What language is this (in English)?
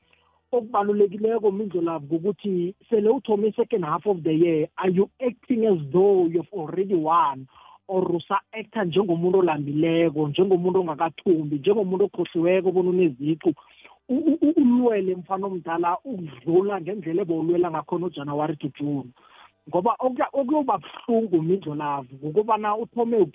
South Ndebele